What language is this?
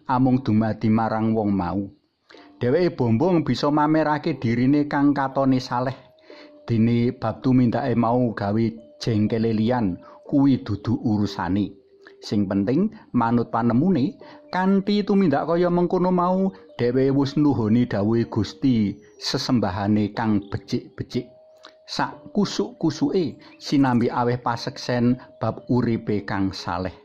Javanese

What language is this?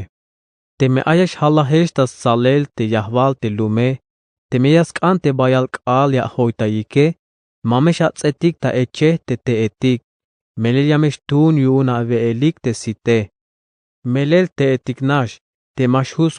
Tzeltal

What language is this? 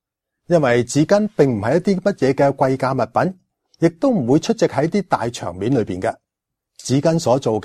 Cantonese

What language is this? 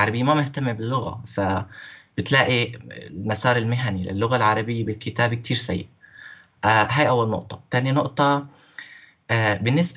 North Levantine Arabic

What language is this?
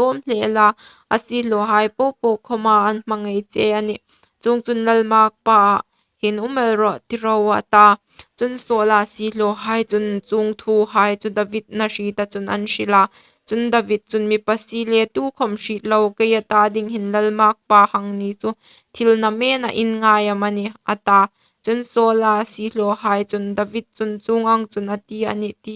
Hmar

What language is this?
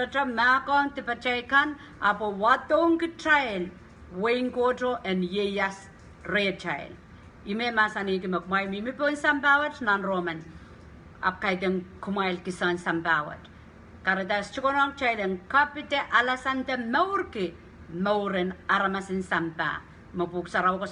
Pohnpeian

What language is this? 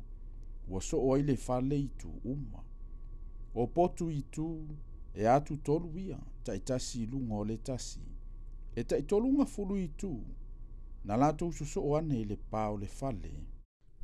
Samoan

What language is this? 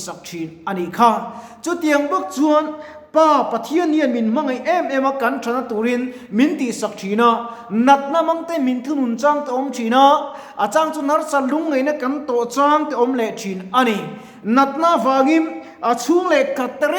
Mizo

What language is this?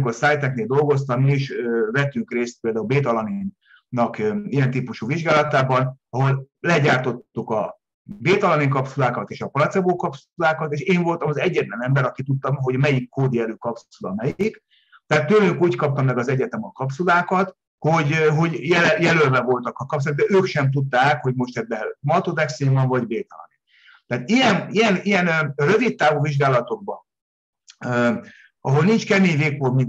Hungarian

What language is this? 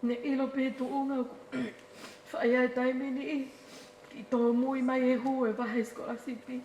Tongan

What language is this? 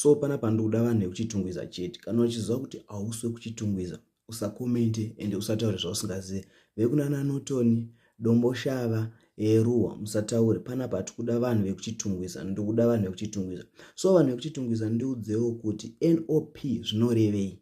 Shona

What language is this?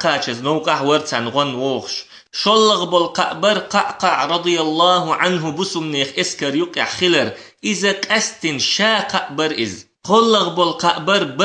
Chechen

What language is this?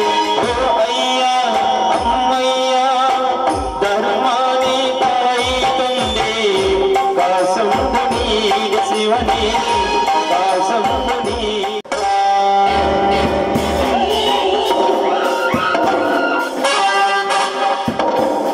Kannada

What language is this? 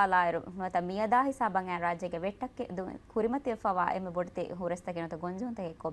Divehi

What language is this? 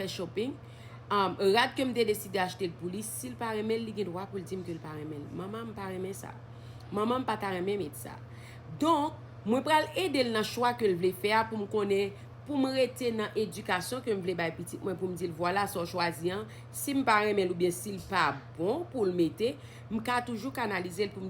Haitian Creole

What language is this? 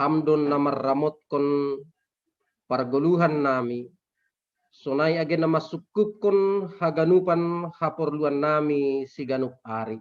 Batak Simalungun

